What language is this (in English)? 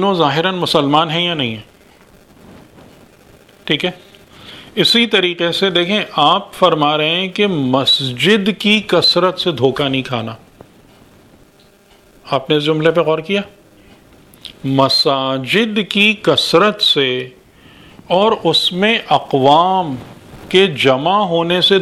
Urdu